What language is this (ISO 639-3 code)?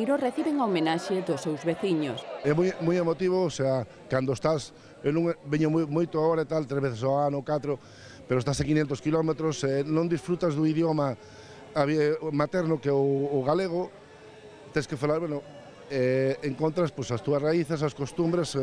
glg